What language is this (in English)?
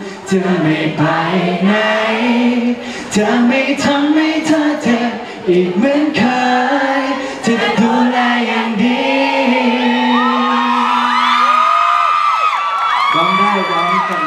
Thai